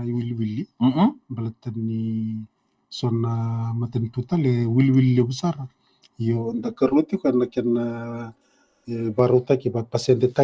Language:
Fijian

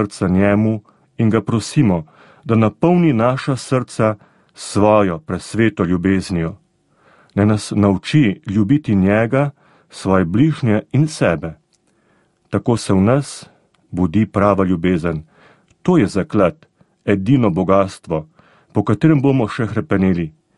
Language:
Slovenian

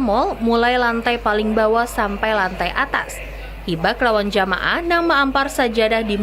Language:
Banjar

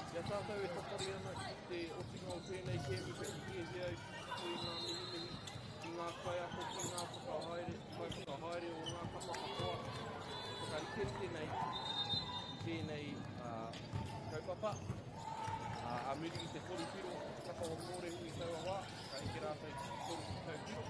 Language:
Māori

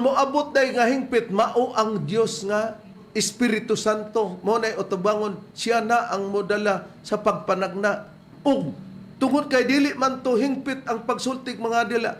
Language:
Cebuano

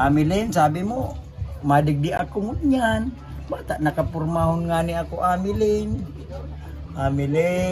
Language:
Bikol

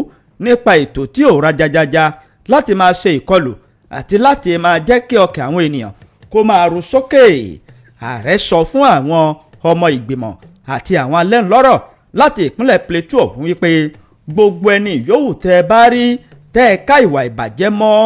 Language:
Yoruba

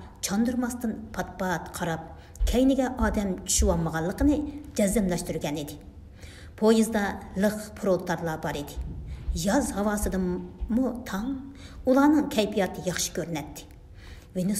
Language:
Uyghur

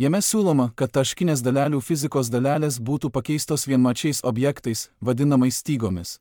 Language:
Lithuanian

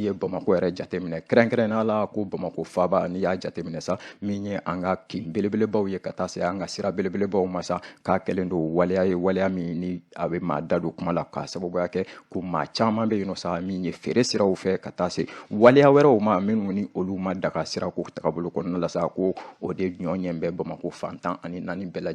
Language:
Bambara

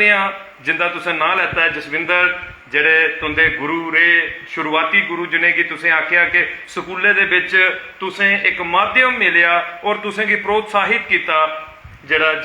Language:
Dogri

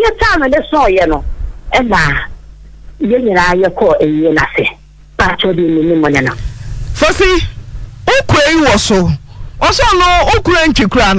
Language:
Akan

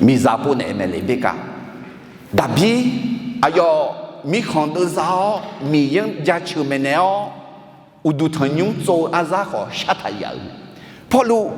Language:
Akha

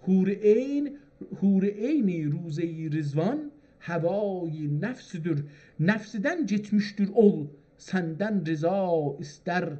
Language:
South Azerbaijani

